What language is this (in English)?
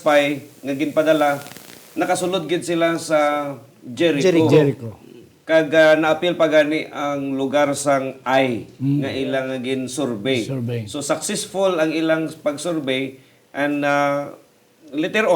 Hiligaynon